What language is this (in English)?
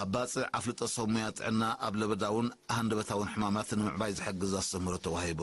Tigrinya